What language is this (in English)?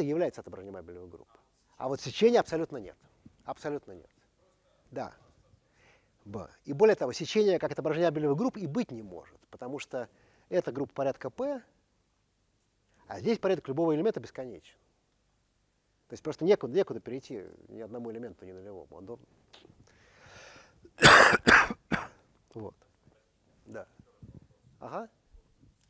Russian